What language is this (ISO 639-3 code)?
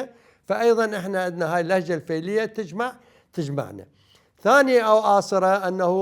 acm